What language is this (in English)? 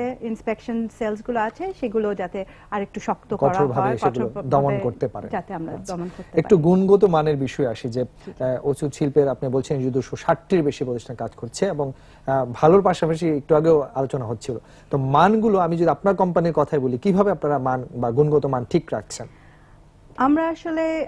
Bangla